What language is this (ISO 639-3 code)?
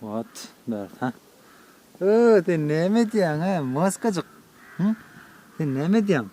tuk